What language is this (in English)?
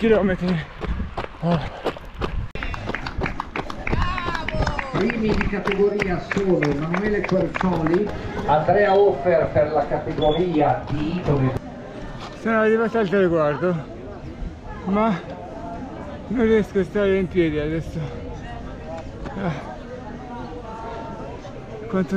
Italian